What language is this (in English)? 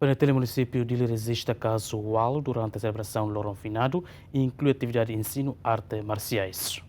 Tetum